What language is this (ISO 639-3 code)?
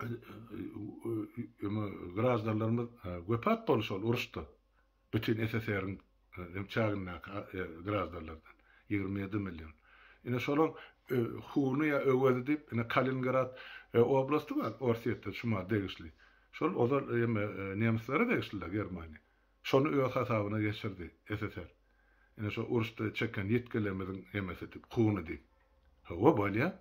tuk